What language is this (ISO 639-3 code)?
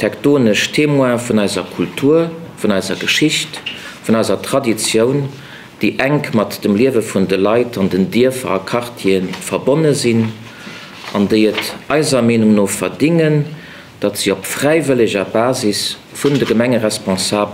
ltz